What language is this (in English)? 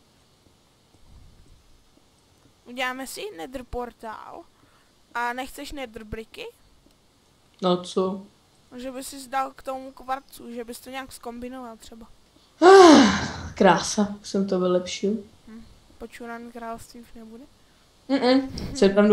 Czech